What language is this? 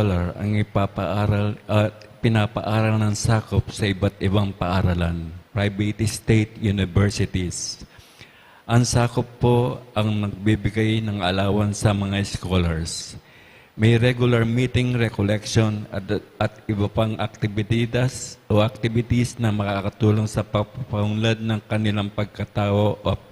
Pampanga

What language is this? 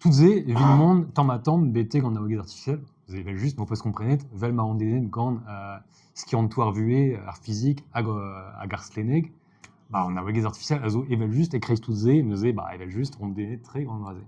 Breton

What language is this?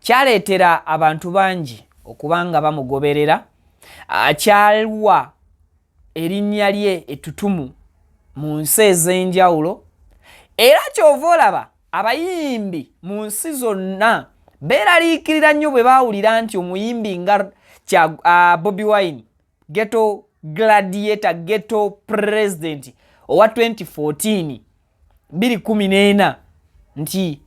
Ganda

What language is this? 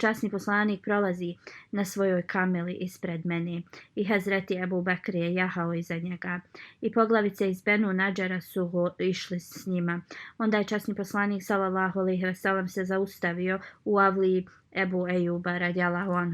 Bosnian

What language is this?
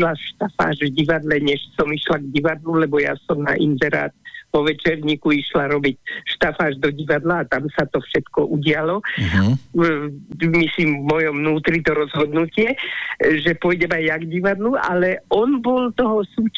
Slovak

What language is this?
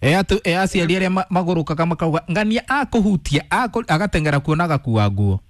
Kikuyu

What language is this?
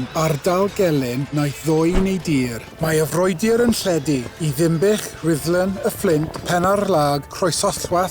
Welsh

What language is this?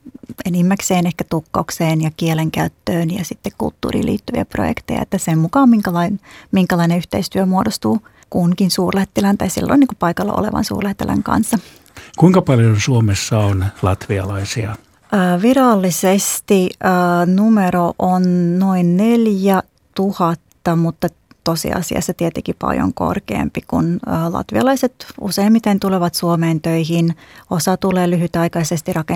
Finnish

